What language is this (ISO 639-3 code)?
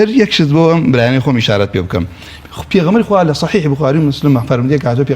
ckb